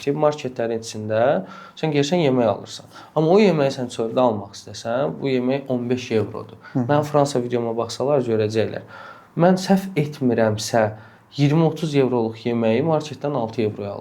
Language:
Azerbaijani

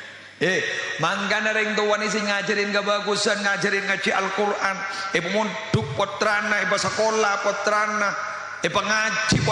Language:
Madurese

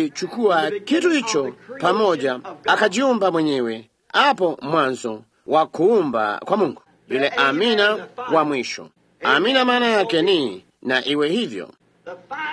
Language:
Swahili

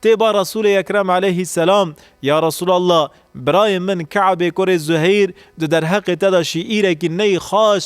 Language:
Kurdish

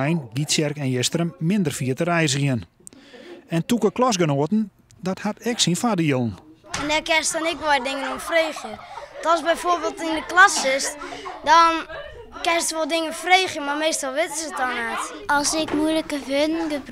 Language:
Western Frisian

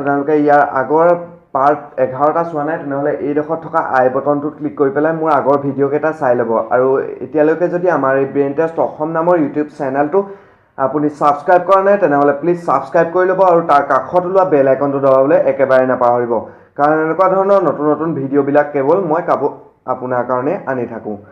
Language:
Assamese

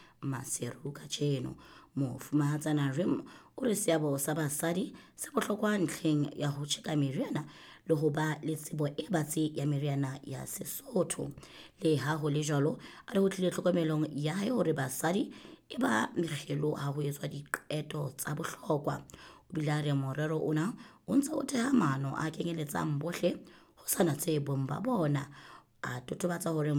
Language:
Southern Sotho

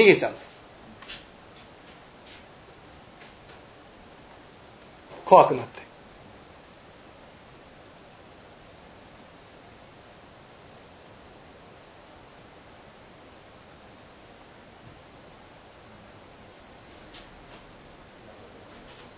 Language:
Japanese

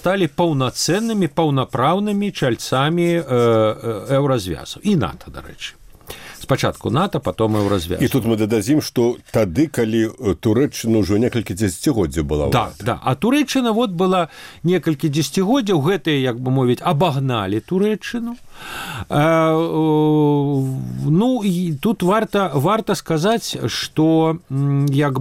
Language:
Belarusian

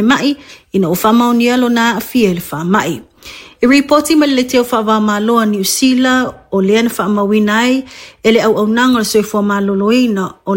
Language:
Samoan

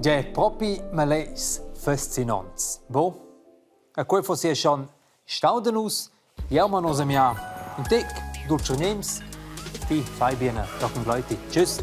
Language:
Romansh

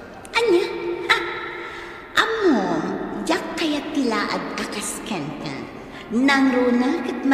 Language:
Iloko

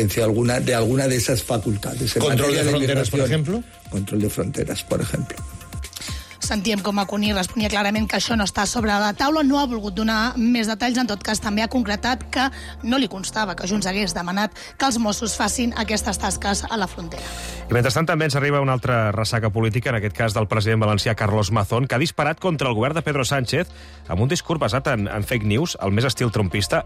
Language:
Catalan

